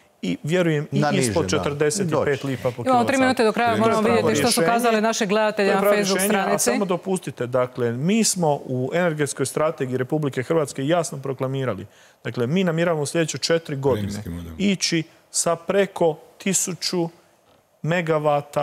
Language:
Croatian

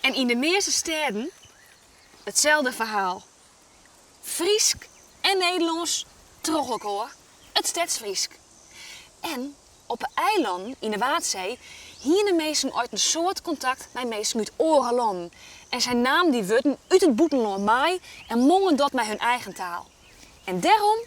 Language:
Western Frisian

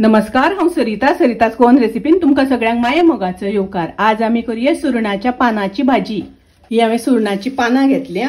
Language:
Konkani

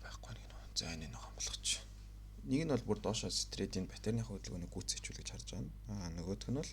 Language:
Mongolian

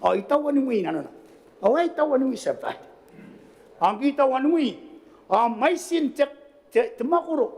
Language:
Gilbertese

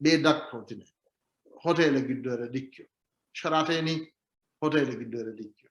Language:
Sidamo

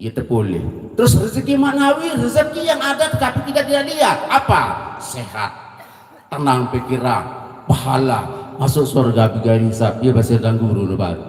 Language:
Sasak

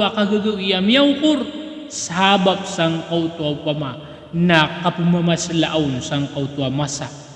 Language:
Maranao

